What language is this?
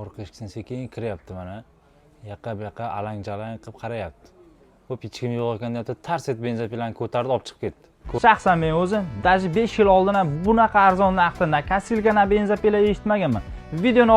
Uzbek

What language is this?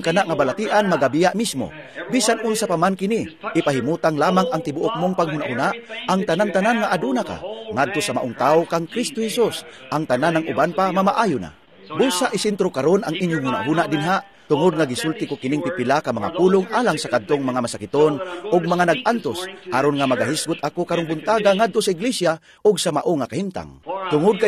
Cebuano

